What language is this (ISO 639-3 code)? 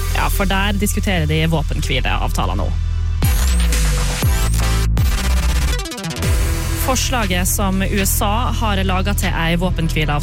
nor